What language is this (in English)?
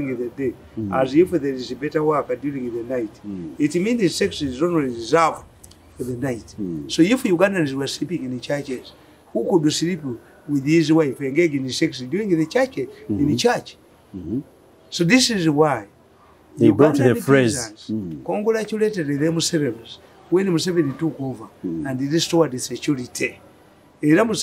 English